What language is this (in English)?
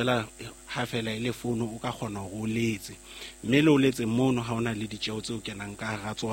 Southern Sotho